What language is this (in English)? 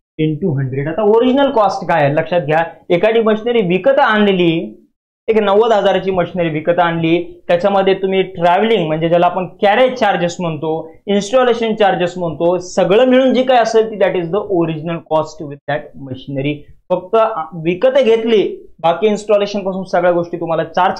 Marathi